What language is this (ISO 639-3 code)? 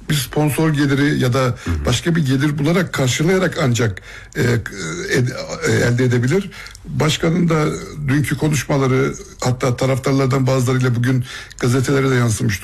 tur